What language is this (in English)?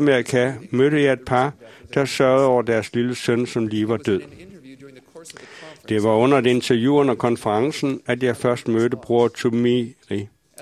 Danish